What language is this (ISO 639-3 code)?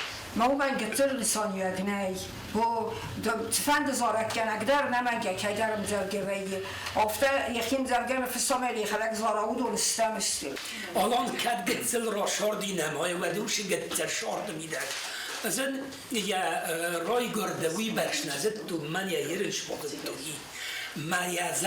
oss